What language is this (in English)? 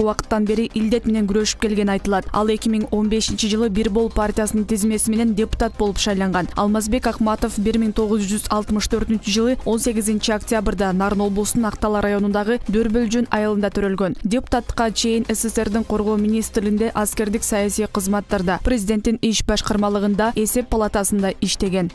Kyrgyz